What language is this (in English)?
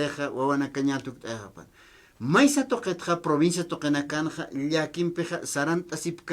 Aymara